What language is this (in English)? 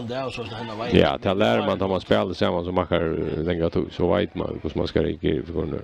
Faroese